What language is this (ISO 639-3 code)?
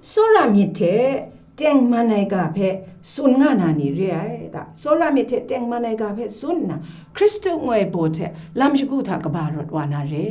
kac